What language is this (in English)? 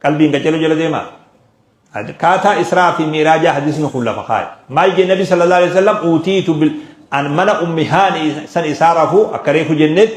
Oromo